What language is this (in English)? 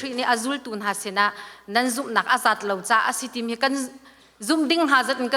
Hakha Chin